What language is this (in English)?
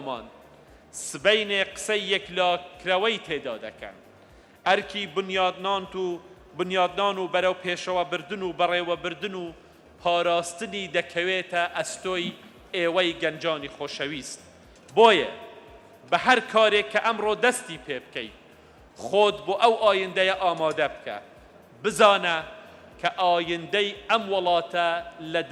Central Kurdish